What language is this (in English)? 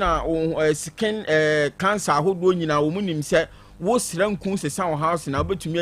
Akan